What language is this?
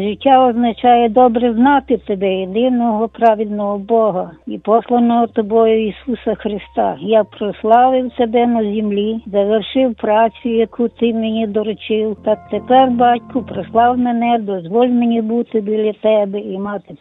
Ukrainian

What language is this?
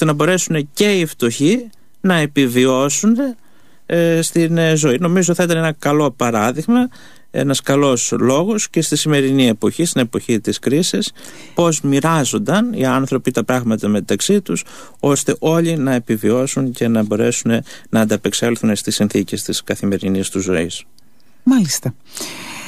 Greek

